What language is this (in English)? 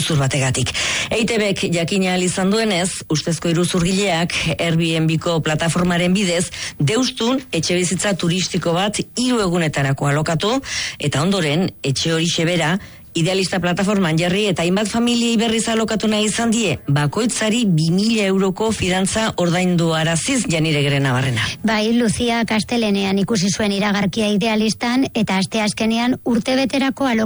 Basque